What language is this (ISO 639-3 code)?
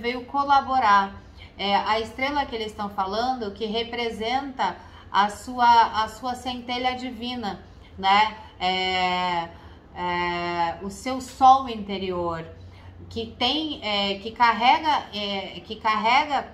por